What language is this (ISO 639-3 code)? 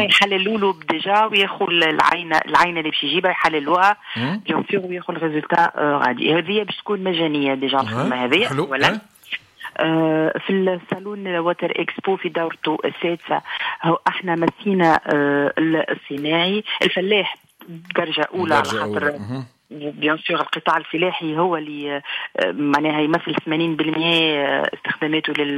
aeb